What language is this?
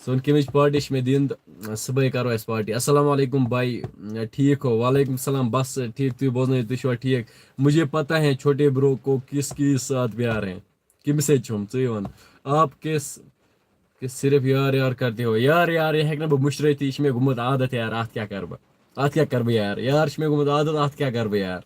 Kashmiri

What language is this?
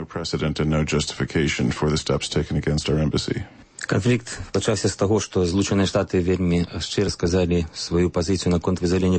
Belarusian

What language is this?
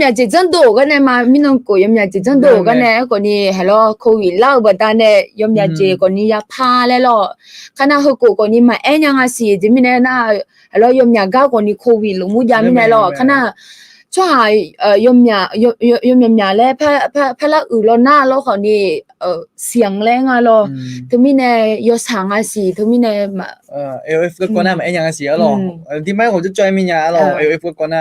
Akha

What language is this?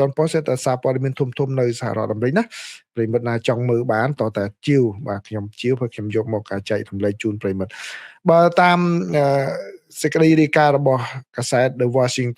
Khmer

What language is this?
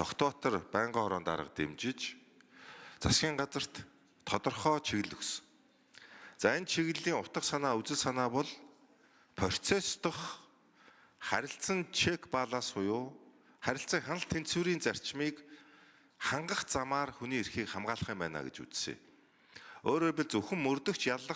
Mongolian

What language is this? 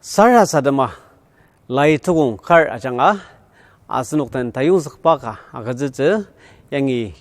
Ao Naga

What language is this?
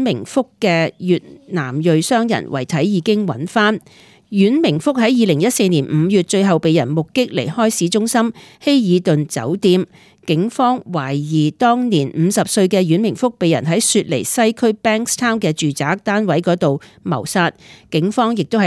Cantonese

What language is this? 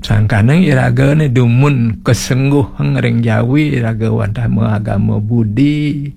Balinese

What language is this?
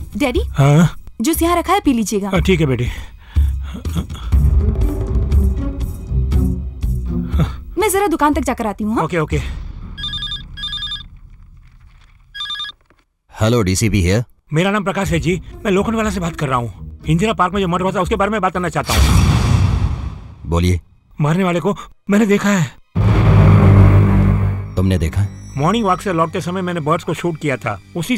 Hindi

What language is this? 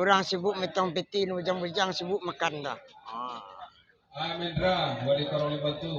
Minangkabau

